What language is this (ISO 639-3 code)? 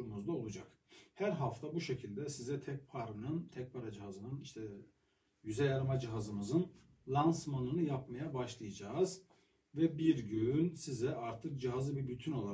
tur